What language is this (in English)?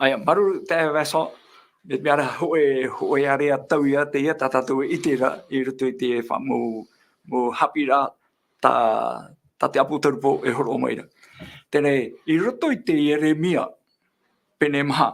Tahitian